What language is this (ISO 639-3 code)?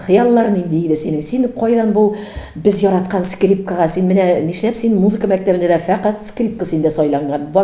tat